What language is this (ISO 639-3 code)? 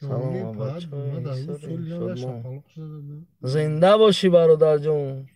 tgk